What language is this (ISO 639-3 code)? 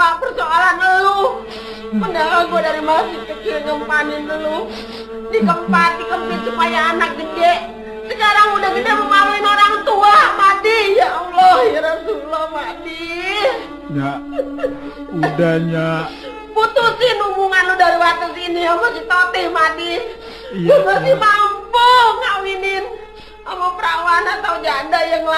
bew